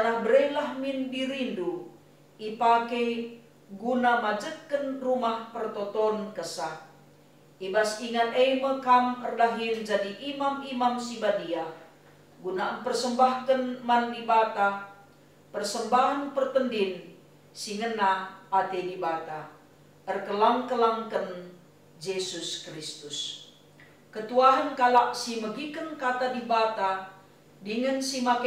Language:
Batak Karo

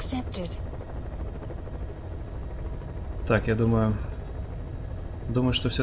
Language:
Russian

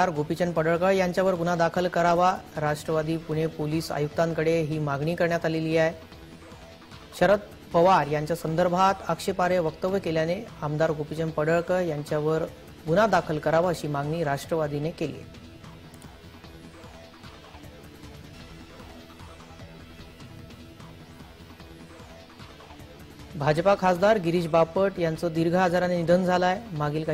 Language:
Marathi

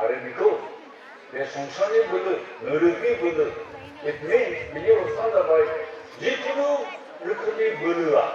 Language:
Bodo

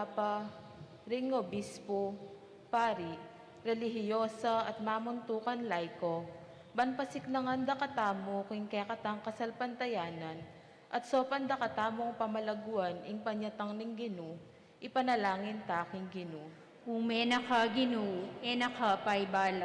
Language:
Pampanga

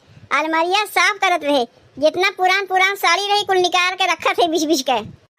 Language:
Awadhi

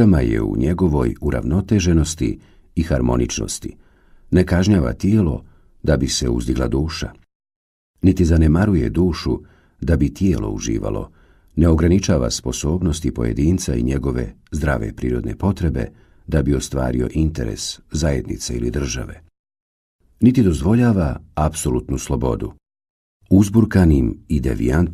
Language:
Bosnian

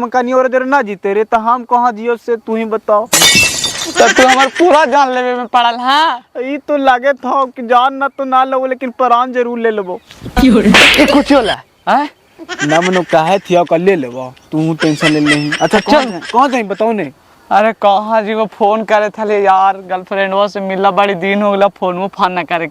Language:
Magahi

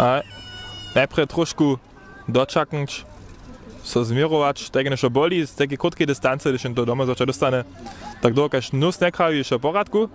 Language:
Upper Sorbian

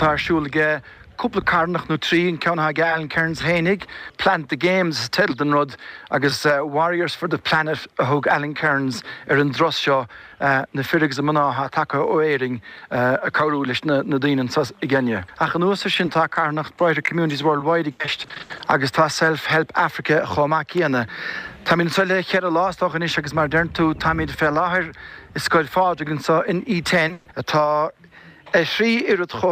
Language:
Irish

